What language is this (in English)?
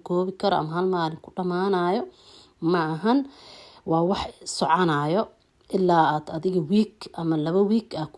Somali